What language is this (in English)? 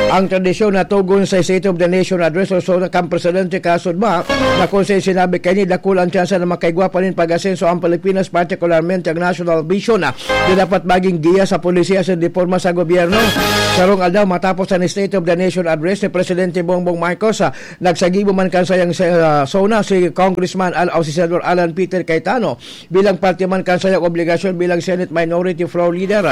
Bikol